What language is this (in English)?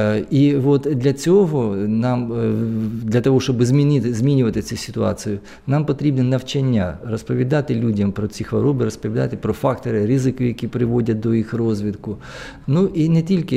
Ukrainian